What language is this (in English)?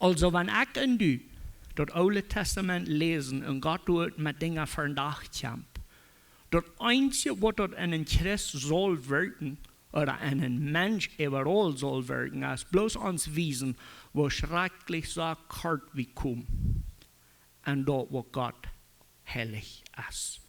Plautdietsch